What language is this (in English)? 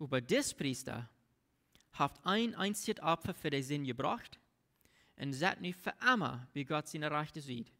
Plautdietsch